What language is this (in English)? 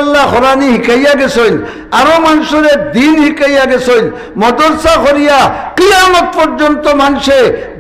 Sylheti